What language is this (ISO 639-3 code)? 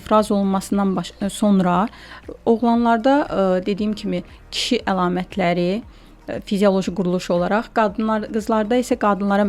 aze